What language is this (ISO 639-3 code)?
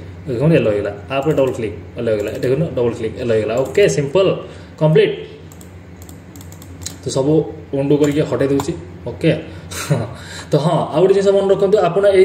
hin